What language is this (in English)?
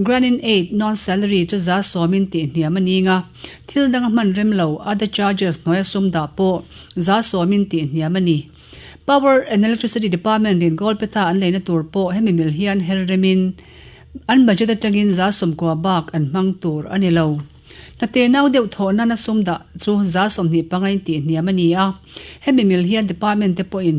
Mizo